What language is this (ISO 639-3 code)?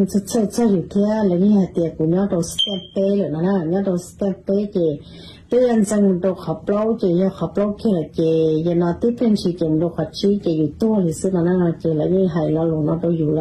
hmn